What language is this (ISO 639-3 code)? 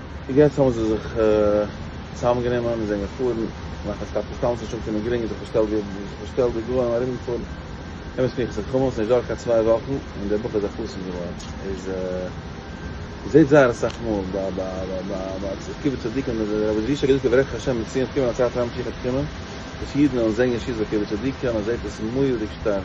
yid